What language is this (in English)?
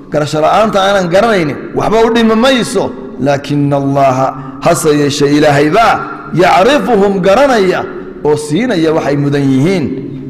Somali